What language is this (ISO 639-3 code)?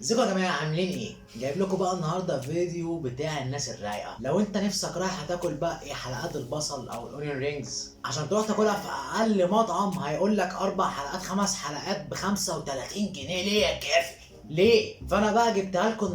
arz